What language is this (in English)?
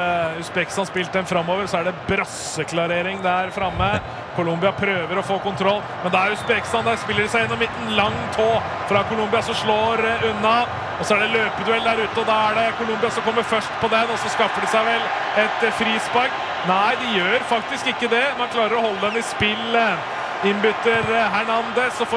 Norwegian